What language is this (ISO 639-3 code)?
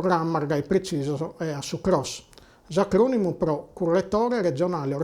srd